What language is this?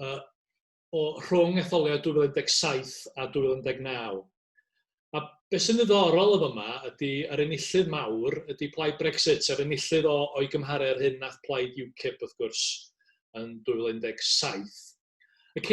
Welsh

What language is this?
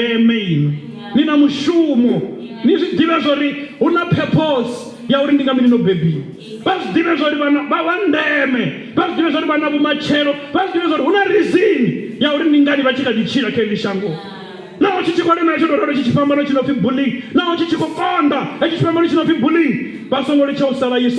Venda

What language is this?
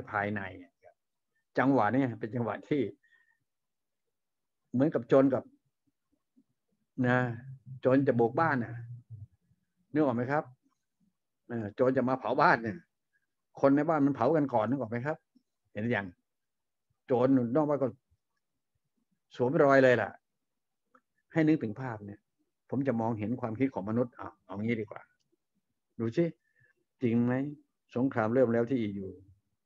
Thai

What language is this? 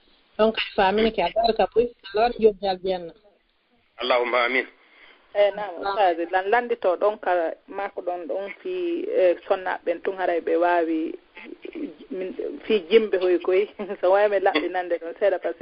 Fula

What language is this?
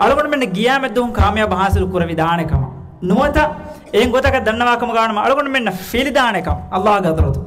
Divehi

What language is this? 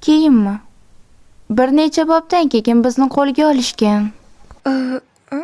Uzbek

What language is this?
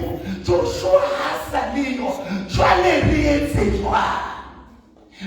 Southern Sotho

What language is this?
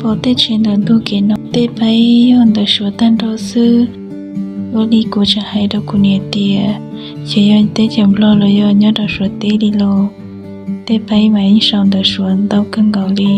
Hmong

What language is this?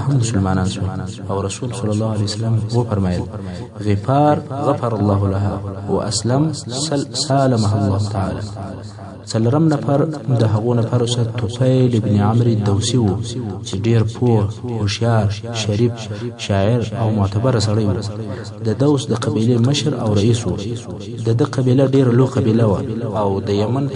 Pashto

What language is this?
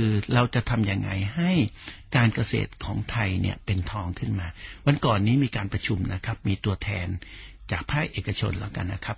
Thai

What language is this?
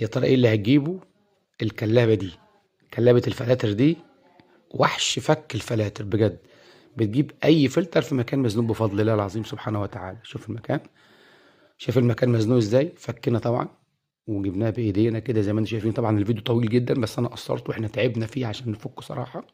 Egyptian Arabic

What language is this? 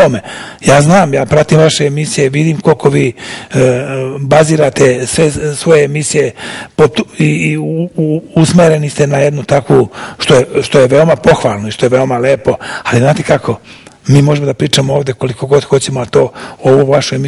Serbian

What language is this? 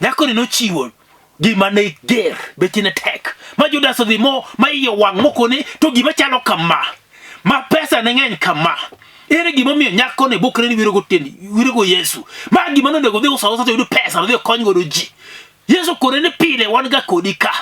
Luo (Kenya and Tanzania)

